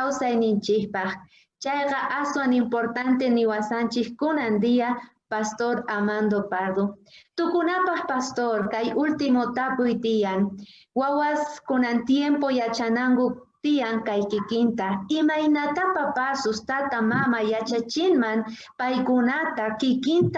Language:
South Bolivian Quechua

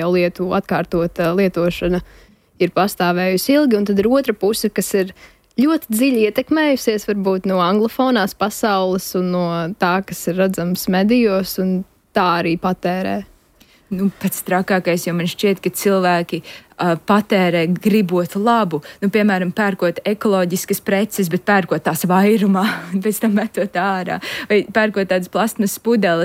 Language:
Latvian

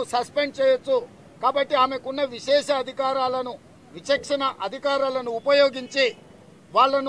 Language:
Telugu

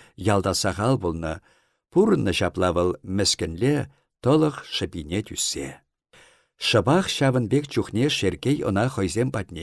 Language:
Chuvash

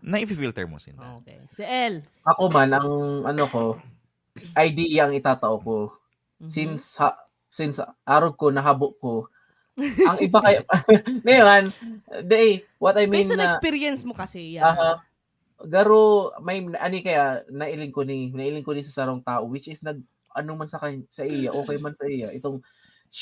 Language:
Bikol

